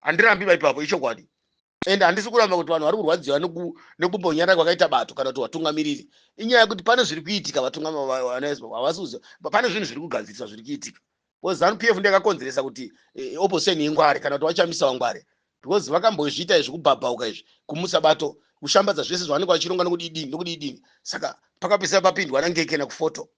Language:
Shona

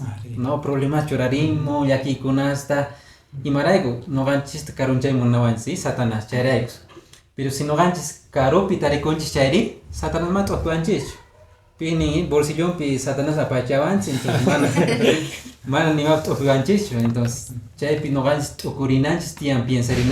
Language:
Quechua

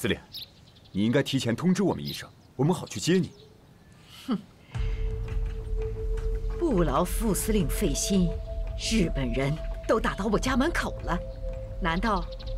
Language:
Chinese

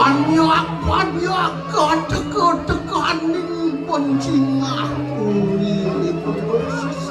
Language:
Balinese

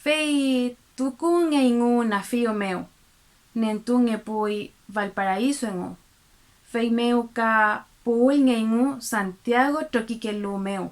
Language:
Mapuche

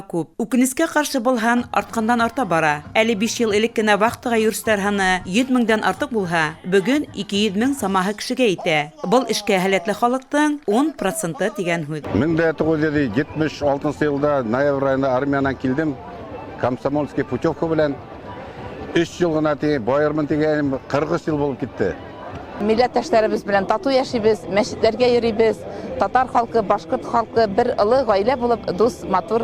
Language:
Bashkir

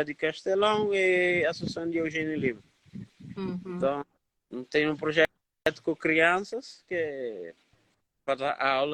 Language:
Kabuverdianu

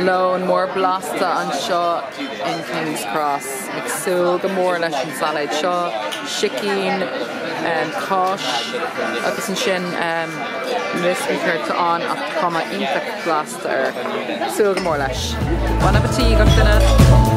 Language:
Irish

